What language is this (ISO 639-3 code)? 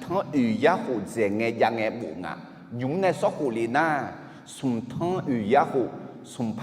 ahk